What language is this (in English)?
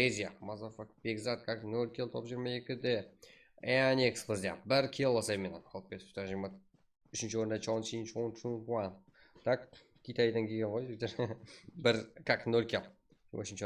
Kara-Kalpak